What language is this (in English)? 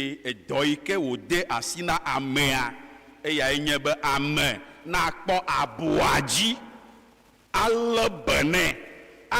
Ewe